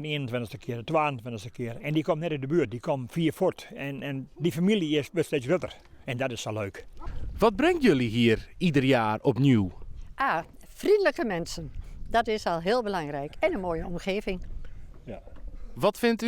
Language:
Western Frisian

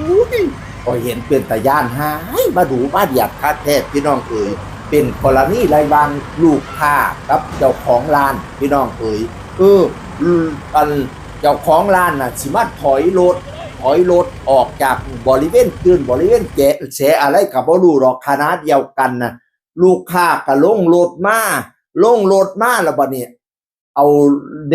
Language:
Northeastern Thai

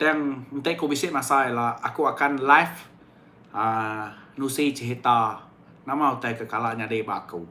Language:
Iban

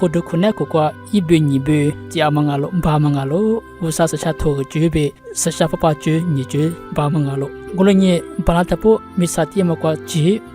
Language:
Lisu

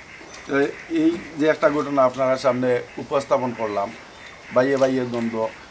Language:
Sylheti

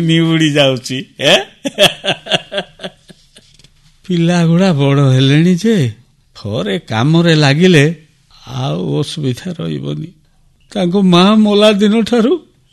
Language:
Odia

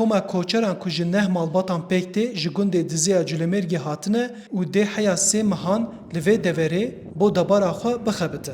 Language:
Kurdish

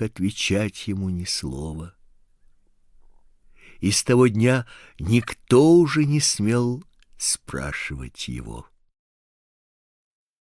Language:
Russian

